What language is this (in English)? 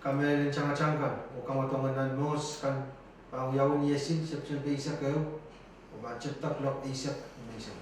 Pohnpeian